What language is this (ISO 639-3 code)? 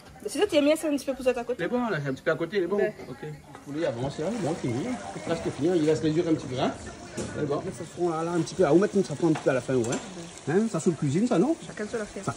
rcf